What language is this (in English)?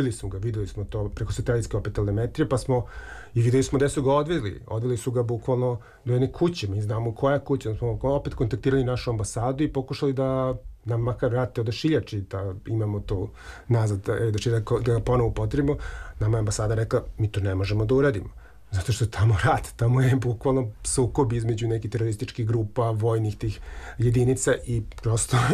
Serbian